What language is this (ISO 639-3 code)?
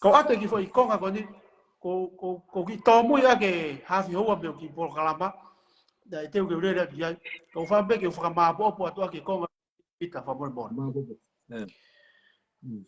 ton